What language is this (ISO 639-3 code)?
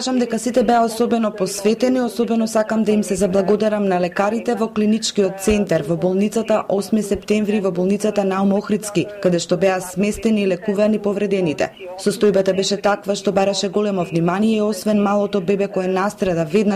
mkd